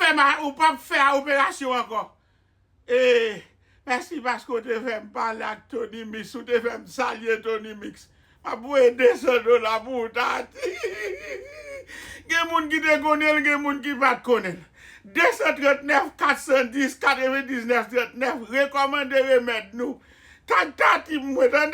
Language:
Haitian Creole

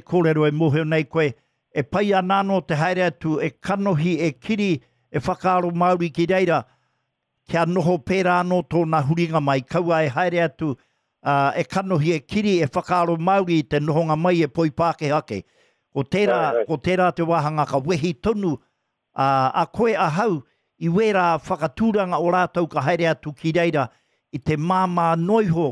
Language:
Māori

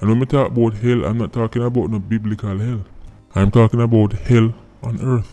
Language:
Jamaican Creole English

